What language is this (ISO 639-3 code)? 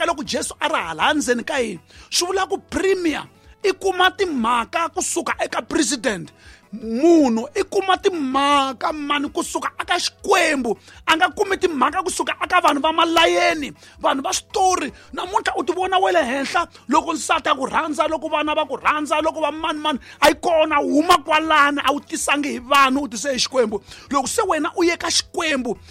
tso